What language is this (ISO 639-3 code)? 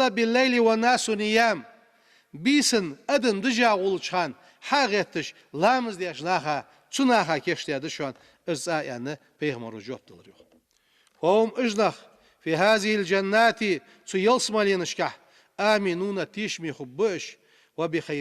inh